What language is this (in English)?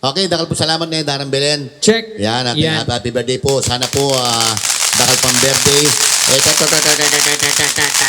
Pampanga